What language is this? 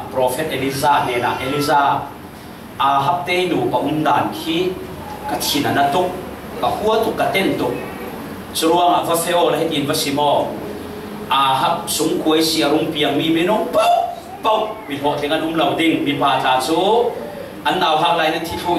Falam Chin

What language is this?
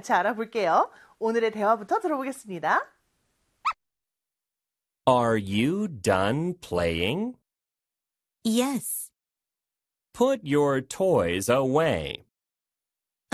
Korean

